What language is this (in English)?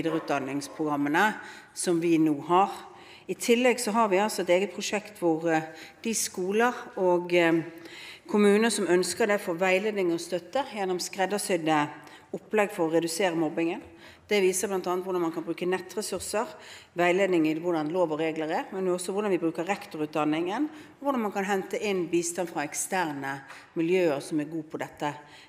Norwegian